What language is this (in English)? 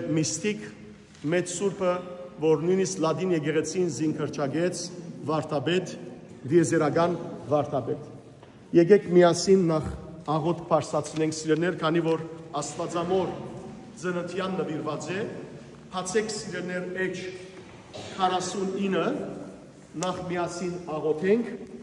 Western Armenian